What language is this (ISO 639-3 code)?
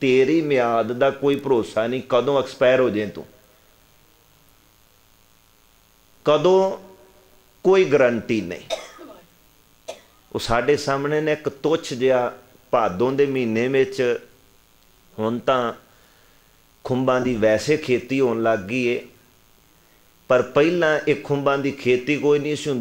pan